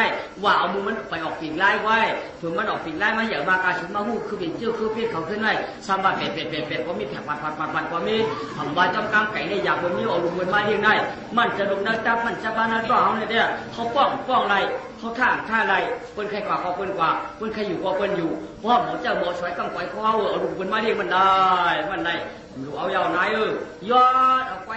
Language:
Shan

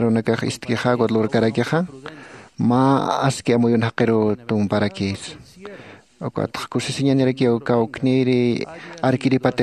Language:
Aymara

